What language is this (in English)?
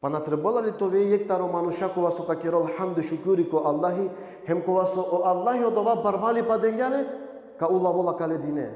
Balkan Romani